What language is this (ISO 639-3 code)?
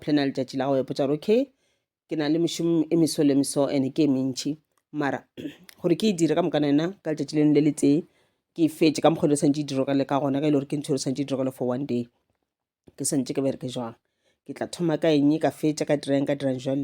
nso